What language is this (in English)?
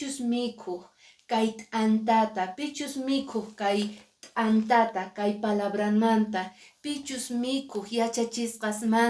Quechua